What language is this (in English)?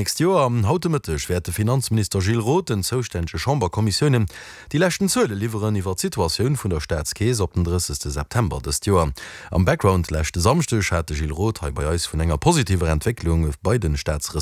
Luxembourgish